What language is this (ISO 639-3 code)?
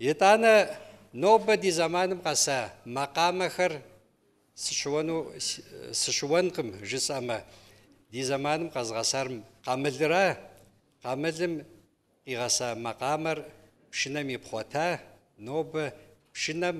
kbd